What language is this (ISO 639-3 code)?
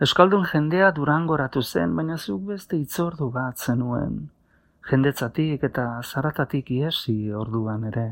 eus